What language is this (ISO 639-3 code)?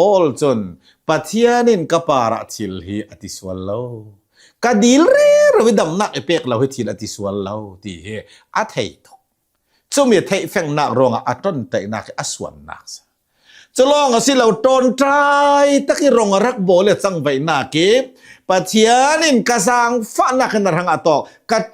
cnh